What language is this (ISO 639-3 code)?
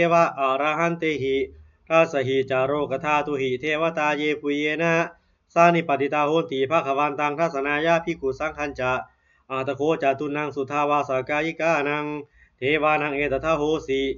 pli